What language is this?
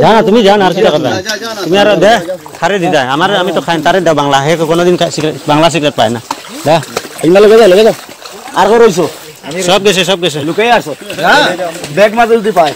Sylheti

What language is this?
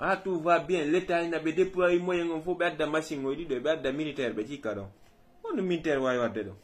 Fula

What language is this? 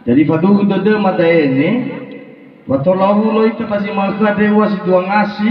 Nias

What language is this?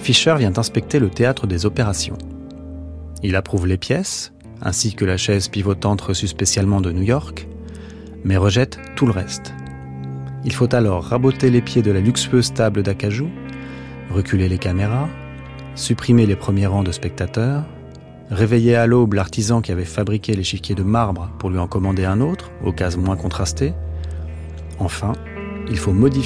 French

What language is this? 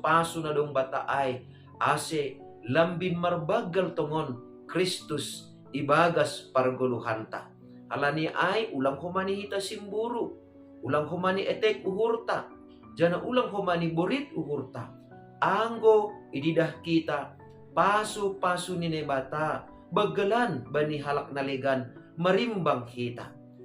Batak Simalungun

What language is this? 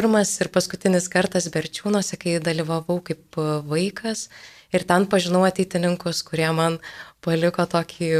Lithuanian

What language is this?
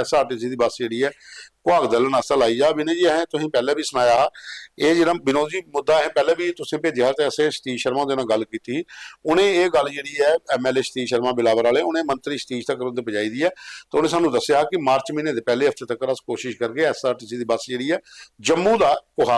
Dogri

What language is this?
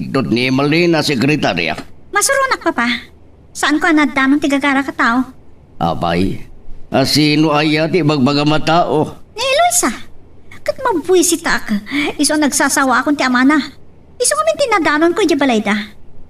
Iloko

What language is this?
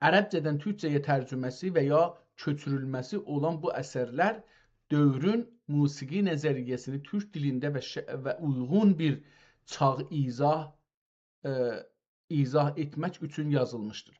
South Azerbaijani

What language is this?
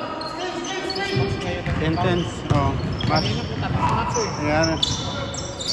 Filipino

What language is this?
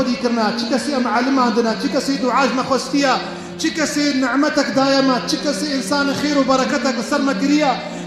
Kurdish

